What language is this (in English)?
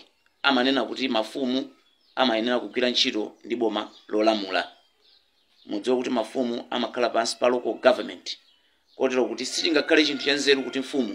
Nyanja